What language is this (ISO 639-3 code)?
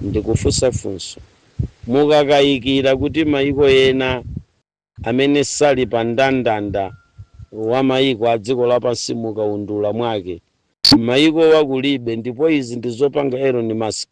nya